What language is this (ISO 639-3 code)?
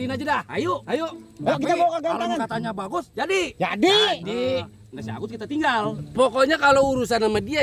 bew